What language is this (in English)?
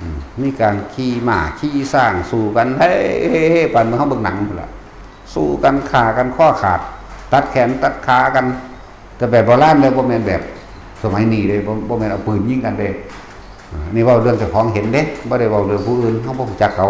Northeastern Thai